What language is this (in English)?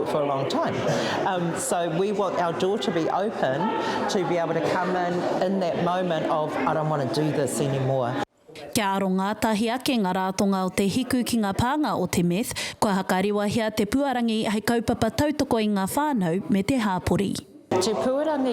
Māori